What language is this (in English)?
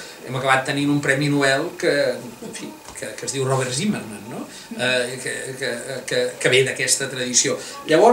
Catalan